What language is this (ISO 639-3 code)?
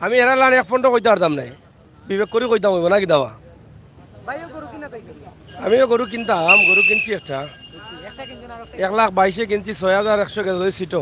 syl